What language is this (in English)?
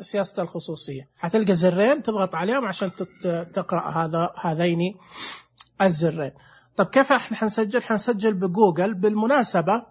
Najdi Arabic